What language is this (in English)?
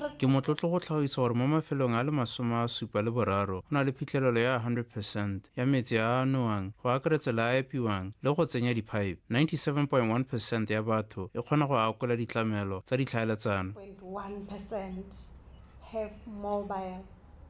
Tswana